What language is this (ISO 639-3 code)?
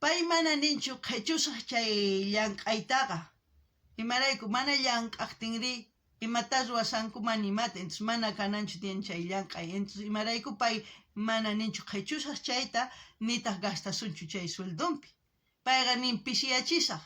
quh